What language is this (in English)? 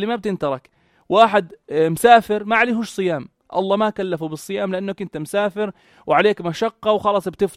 North Levantine Arabic